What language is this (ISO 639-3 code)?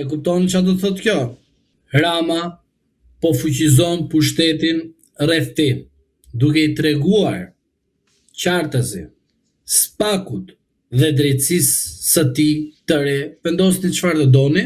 sqi